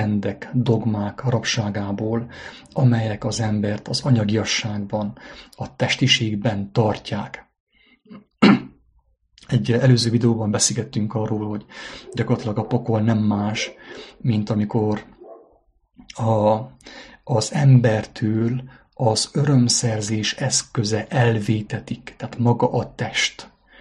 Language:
Hungarian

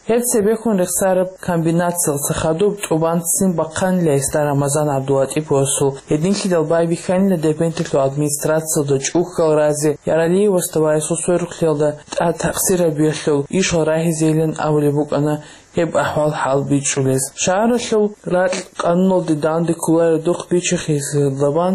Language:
Avaric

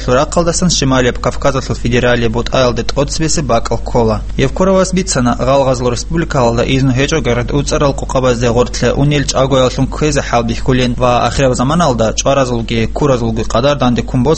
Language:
Avaric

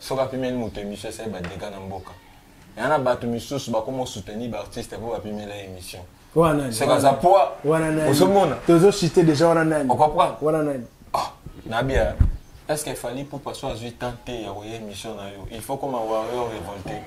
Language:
Lingala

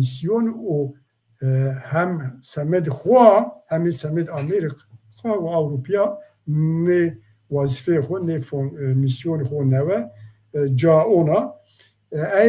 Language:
Zaza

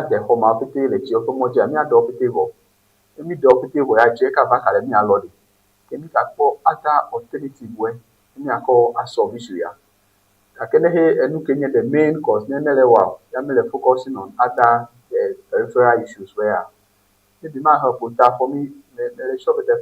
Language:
Ewe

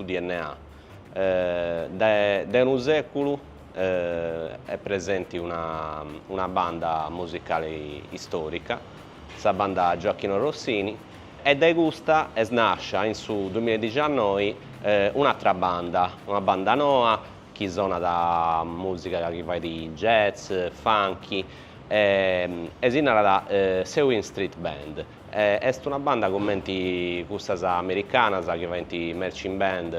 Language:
Sardinian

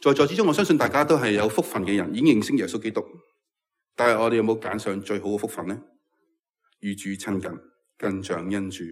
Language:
Cantonese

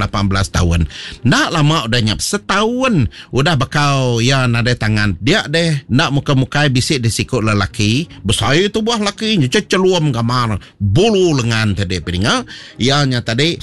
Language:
Iban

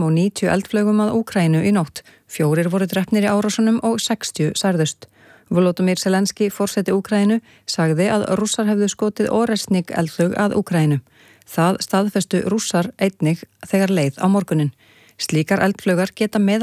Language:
Icelandic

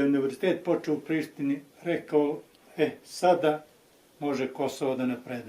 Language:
Bosnian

